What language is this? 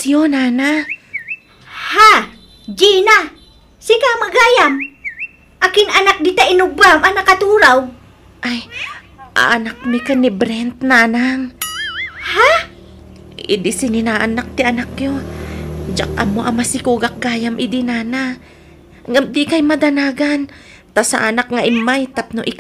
Iloko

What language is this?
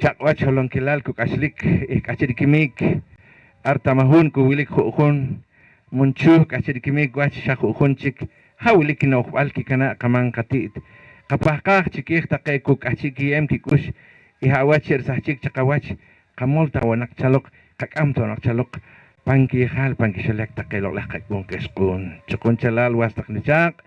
Poqomchi'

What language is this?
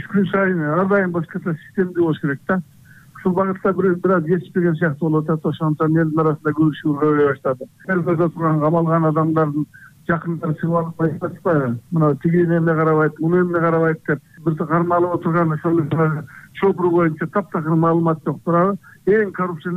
Kyrgyz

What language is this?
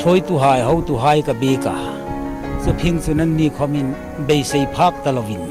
Hmar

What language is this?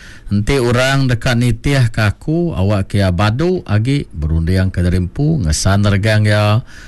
Iban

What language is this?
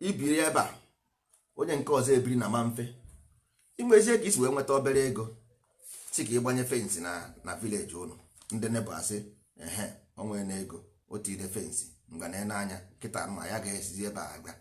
Igbo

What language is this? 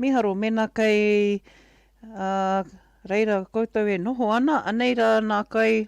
Māori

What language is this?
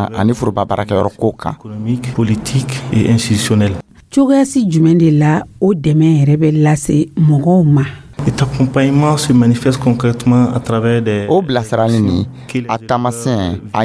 Dyula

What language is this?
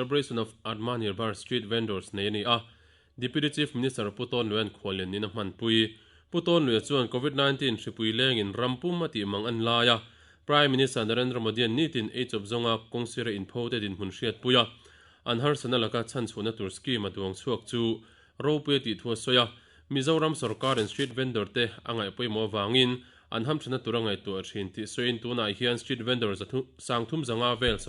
Mizo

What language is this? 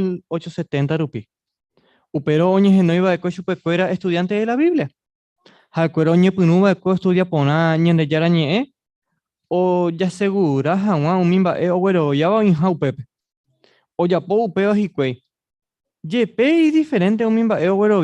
Guarani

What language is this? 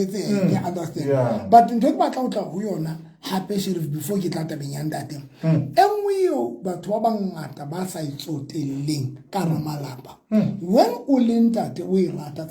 Southern Sotho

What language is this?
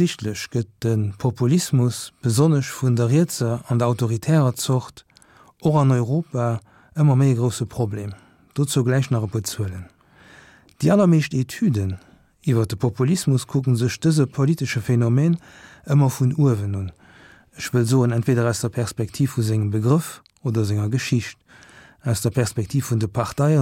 Luxembourgish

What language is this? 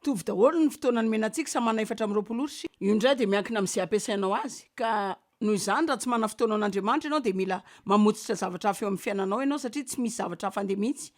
Malagasy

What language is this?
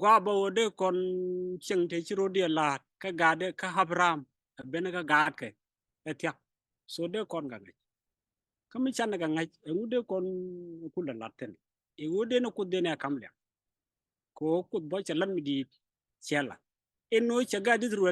Nuer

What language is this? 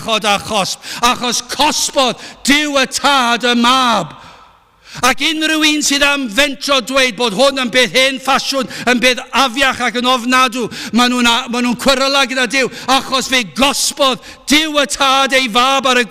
Welsh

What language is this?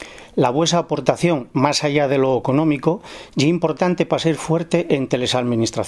Asturian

